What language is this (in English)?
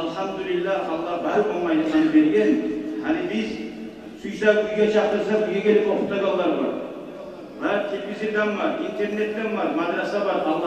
Kumyk